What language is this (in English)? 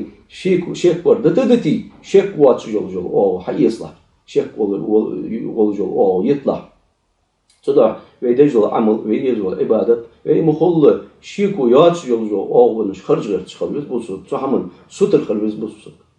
Ingush